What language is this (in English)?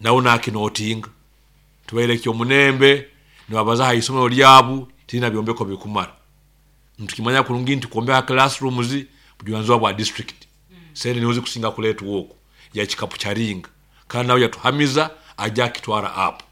Nyoro